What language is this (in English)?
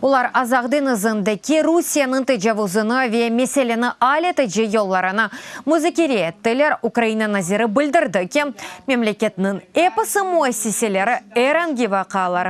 Crimean Tatar